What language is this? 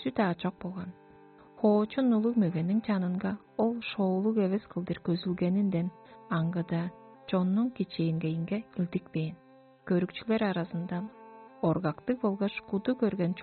Tuvinian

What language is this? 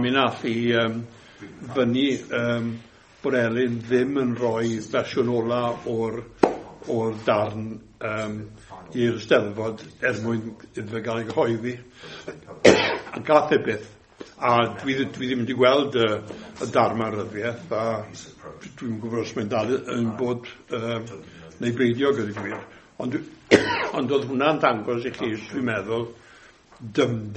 Welsh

